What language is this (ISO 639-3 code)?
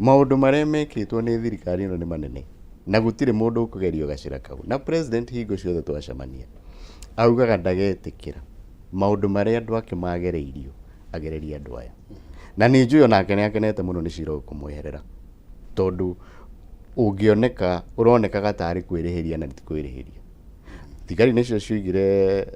kik